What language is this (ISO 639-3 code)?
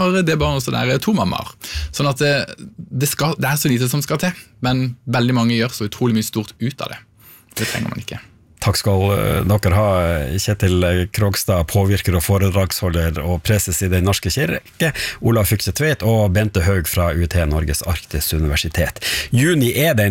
nor